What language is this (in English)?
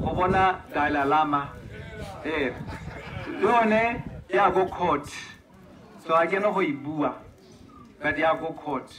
Tswana